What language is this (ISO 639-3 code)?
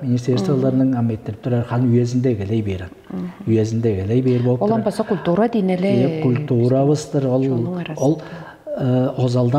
tyv